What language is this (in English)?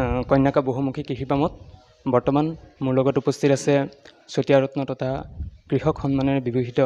Assamese